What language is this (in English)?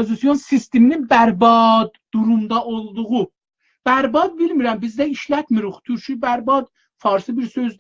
South Azerbaijani